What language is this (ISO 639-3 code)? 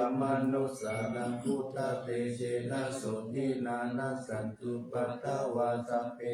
pli